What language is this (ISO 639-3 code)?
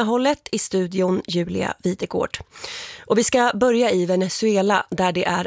swe